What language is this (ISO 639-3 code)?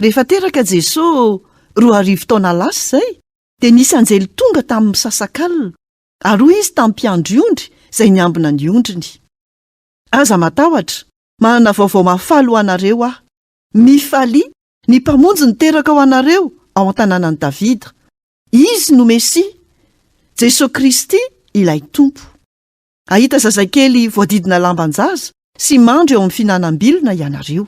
mlg